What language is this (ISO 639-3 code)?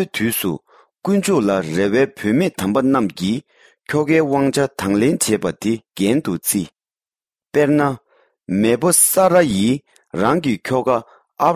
bod